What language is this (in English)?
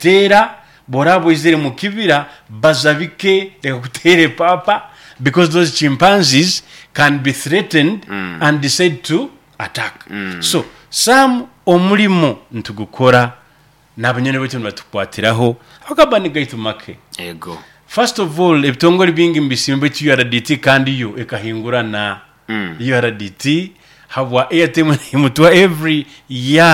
Nyoro